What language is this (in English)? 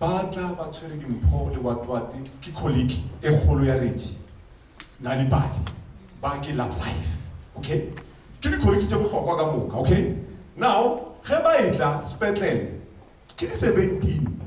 Northern Sotho